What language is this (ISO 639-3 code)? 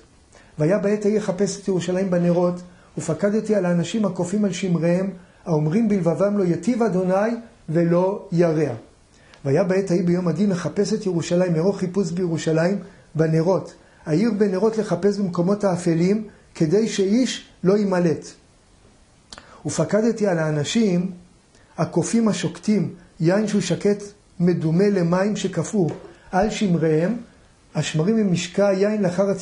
heb